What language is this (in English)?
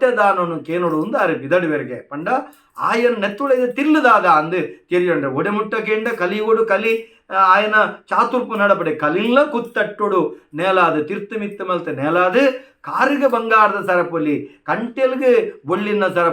Tulu